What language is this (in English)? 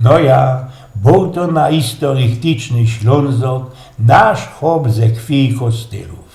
Silesian